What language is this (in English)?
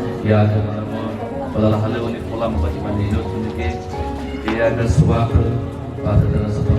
Nias